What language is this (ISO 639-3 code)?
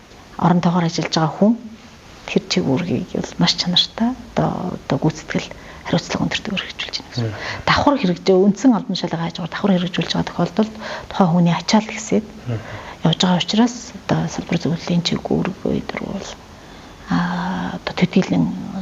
mon